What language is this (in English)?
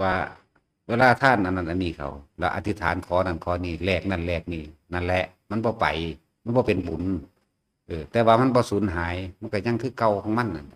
Northeastern Thai